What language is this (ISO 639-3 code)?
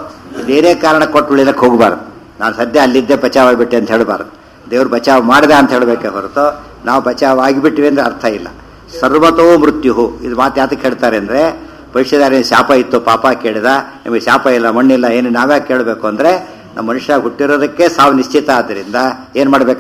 kan